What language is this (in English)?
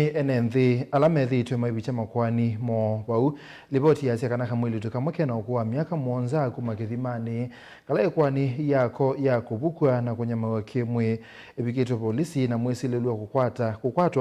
Kamba